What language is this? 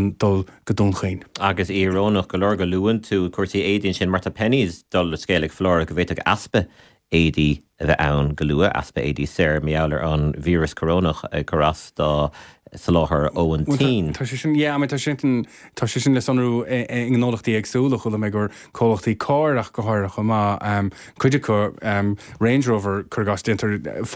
Irish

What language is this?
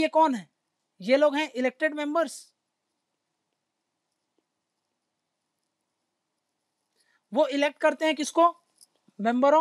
Hindi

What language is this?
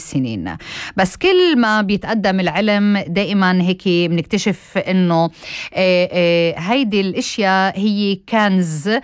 North Levantine Arabic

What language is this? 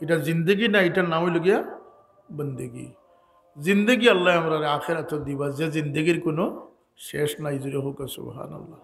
Sylheti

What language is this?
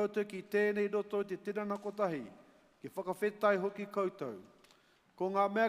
Māori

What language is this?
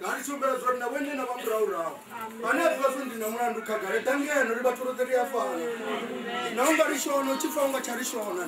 Venda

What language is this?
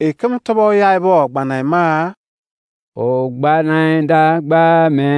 Izon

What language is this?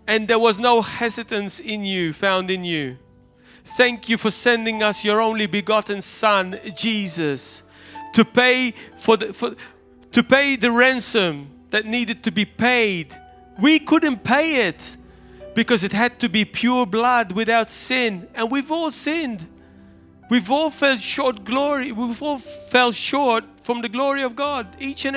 English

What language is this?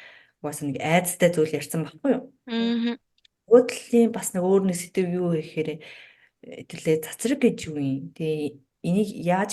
Mongolian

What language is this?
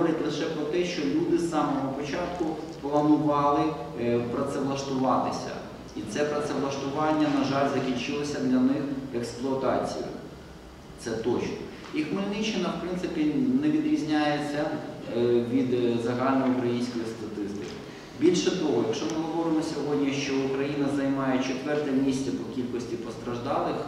Ukrainian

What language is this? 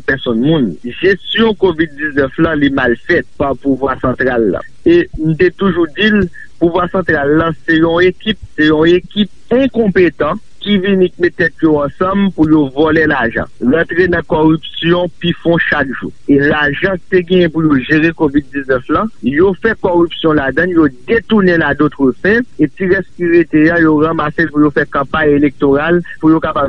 Haitian Creole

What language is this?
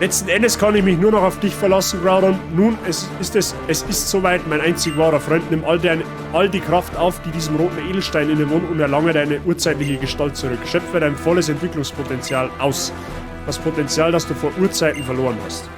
Bavarian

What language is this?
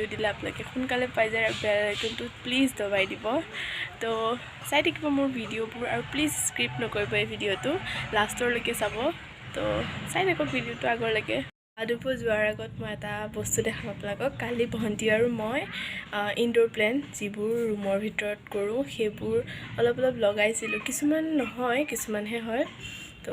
Assamese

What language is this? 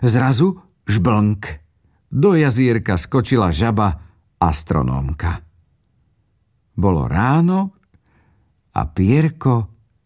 Slovak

